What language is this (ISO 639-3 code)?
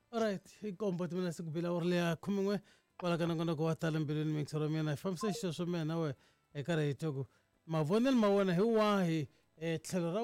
tso